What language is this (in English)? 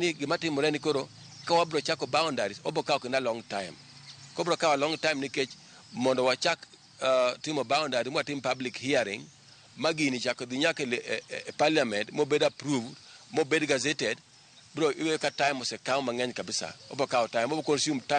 Luo (Kenya and Tanzania)